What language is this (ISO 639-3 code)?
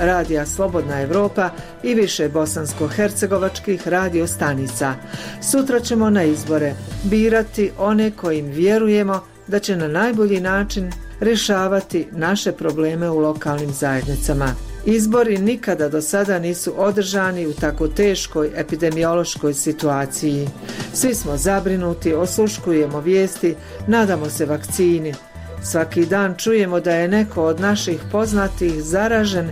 bos